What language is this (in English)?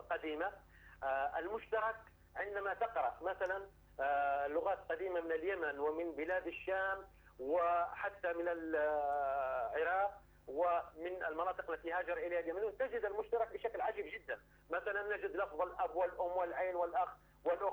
Arabic